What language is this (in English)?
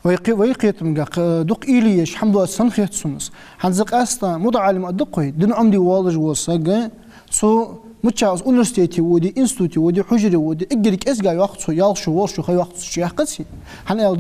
Ingush